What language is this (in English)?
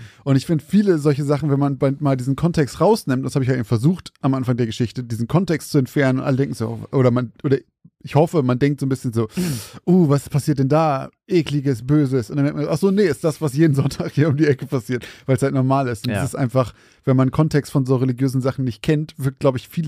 German